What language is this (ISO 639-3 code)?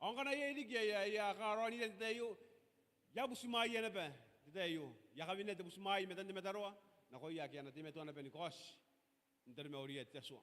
gil